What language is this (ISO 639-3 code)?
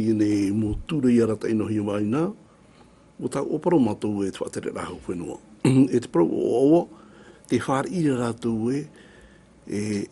tah